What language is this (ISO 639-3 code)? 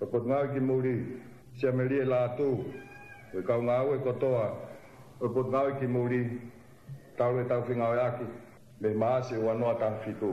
ton